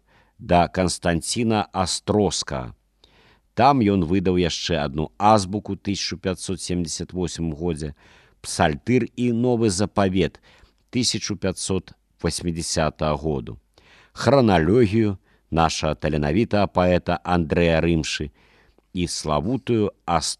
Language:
Belarusian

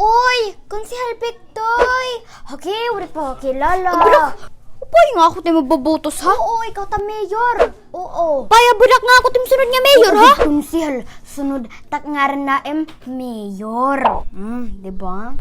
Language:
Waray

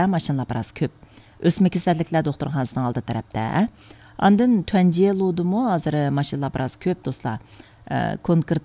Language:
Uyghur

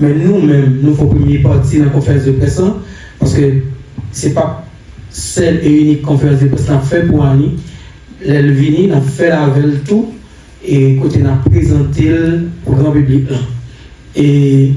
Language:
Haitian Creole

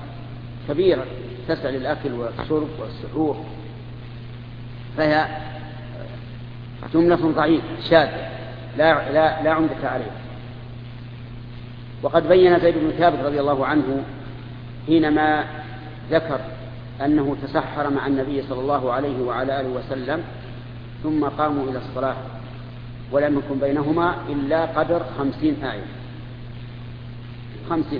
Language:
Arabic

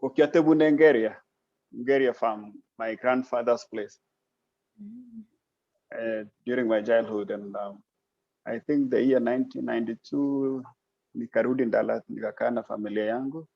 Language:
Kalenjin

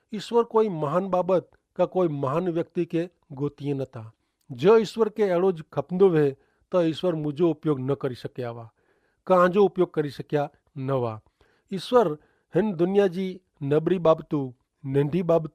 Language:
Kachhi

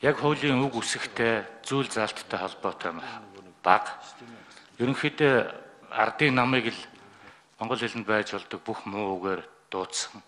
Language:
Mongolian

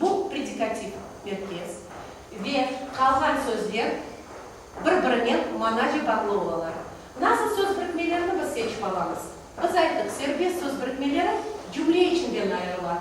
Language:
Crimean Tatar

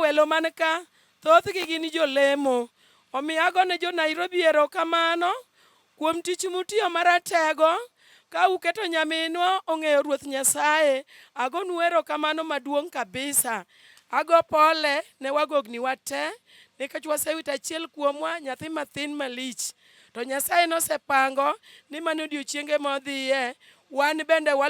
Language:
Luo (Kenya and Tanzania)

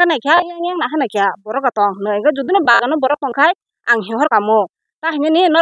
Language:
Kok Borok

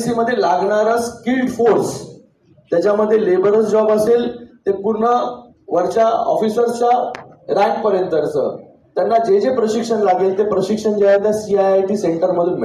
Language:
Marathi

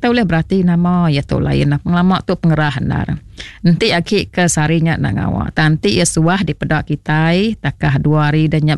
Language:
Iban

